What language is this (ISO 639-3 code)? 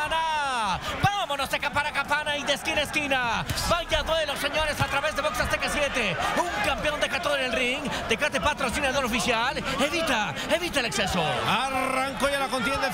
spa